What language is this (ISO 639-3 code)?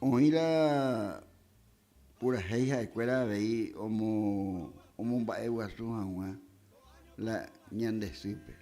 grn